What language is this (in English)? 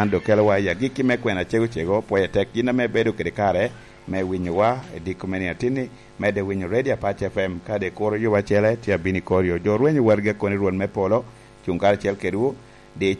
Lango (Uganda)